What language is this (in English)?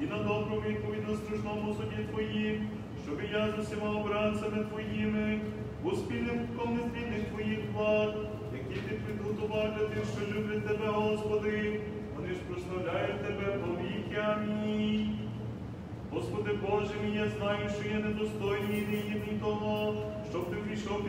Ukrainian